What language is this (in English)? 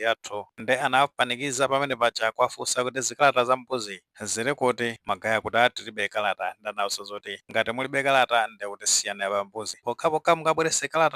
Nyanja